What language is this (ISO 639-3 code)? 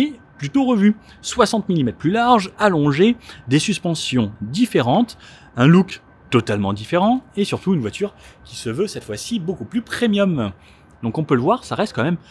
fra